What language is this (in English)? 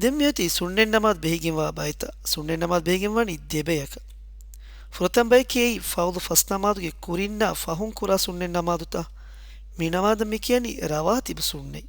Divehi